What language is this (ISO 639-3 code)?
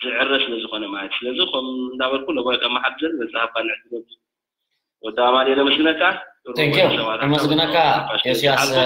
tir